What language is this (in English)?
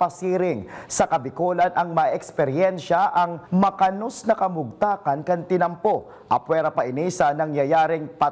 Bikol